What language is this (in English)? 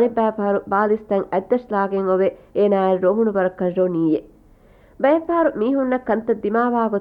Divehi